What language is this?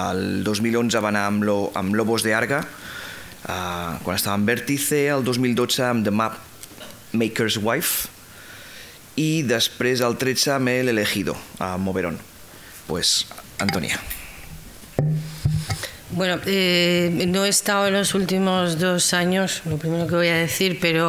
Catalan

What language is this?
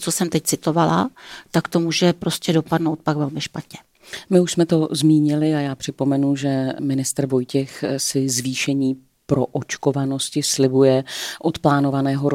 Czech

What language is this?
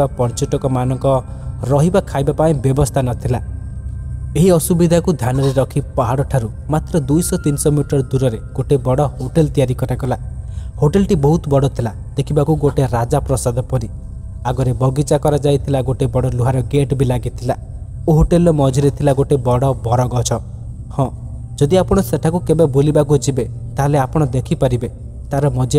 Odia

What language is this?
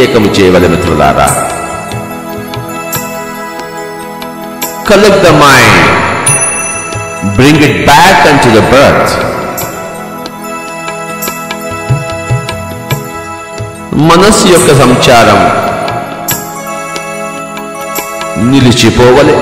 Telugu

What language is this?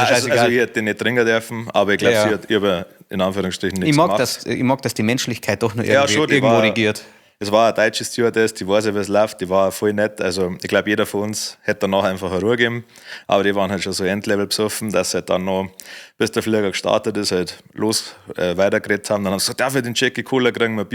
Bavarian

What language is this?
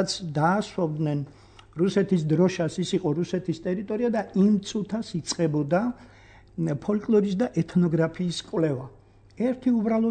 Georgian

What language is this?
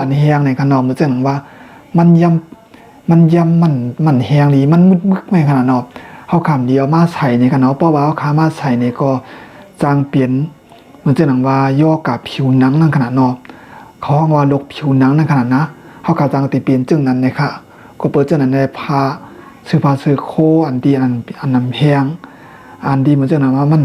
Shan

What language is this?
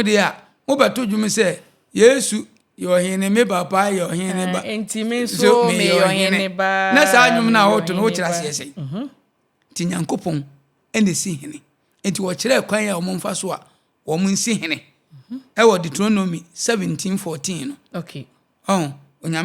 Akan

